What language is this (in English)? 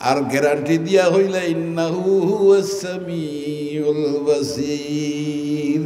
Sylheti